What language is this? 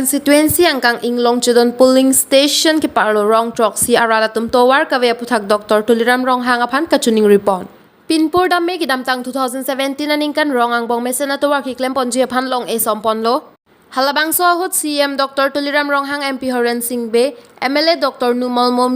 Karbi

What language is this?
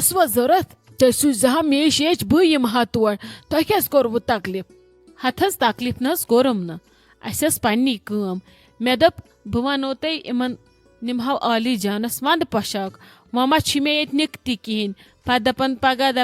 Kashmiri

